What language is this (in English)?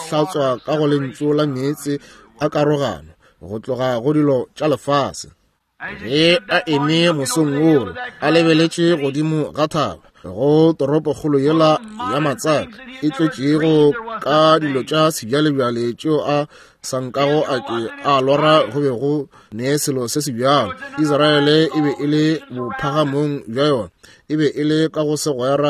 Northern Sotho